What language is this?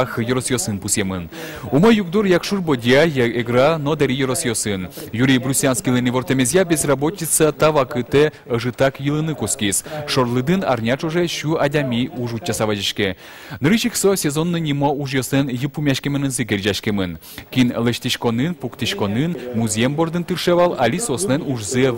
Udmurt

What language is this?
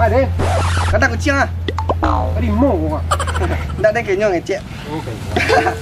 Minangkabau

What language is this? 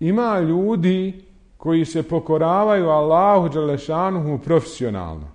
Bosnian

